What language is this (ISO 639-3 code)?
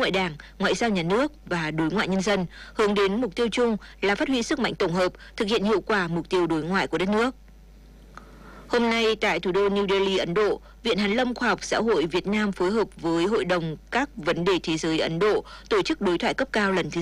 vie